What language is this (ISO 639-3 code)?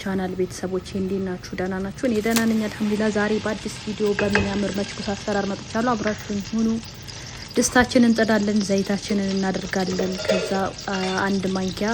amh